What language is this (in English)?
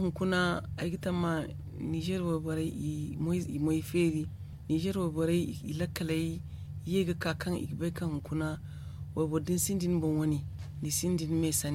Zarma